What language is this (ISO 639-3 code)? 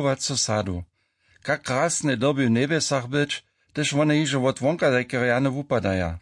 hsb